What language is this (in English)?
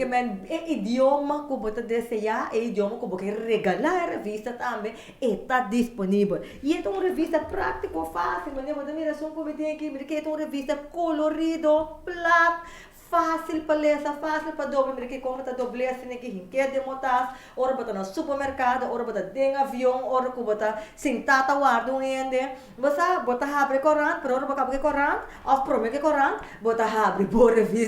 Papiamento